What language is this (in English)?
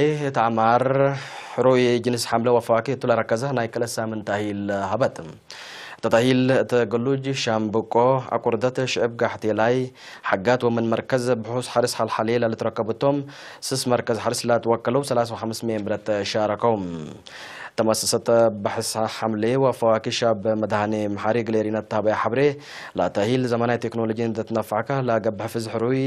Tigre